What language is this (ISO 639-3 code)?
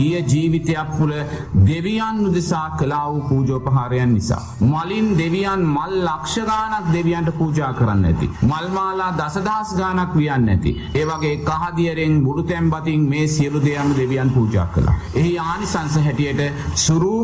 sin